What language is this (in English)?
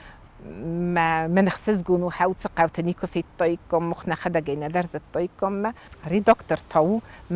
Ossetic